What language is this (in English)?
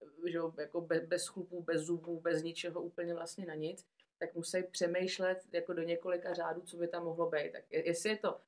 Czech